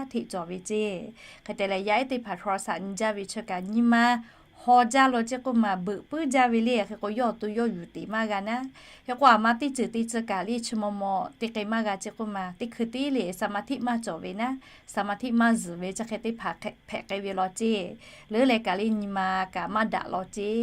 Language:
Lahu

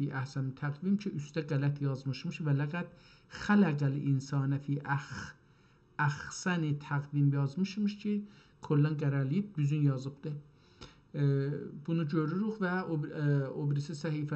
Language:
South Azerbaijani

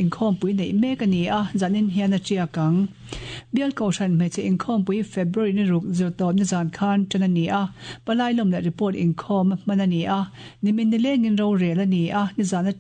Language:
Mizo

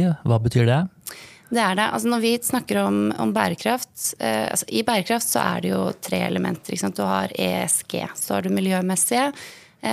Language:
Norwegian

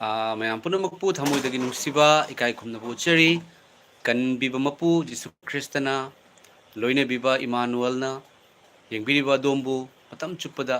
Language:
Manipuri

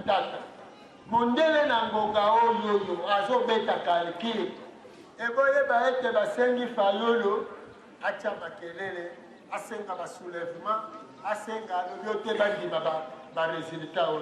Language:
Lingala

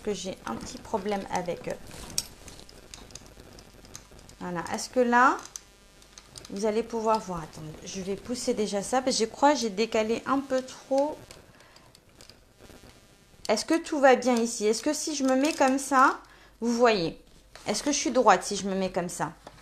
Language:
French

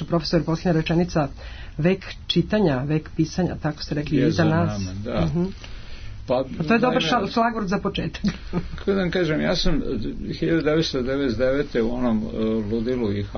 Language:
Serbian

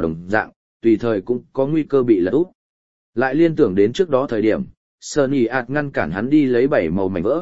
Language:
Vietnamese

